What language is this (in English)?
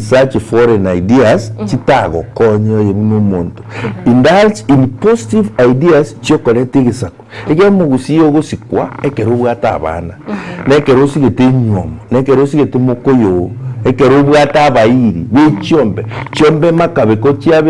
Gusii